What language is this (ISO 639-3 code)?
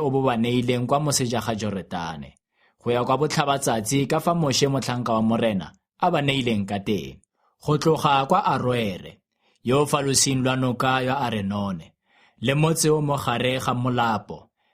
tsn